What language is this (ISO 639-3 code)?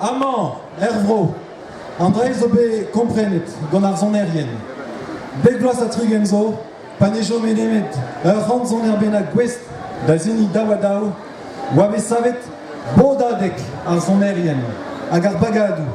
bre